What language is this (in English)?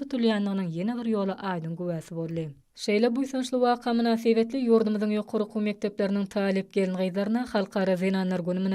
Turkmen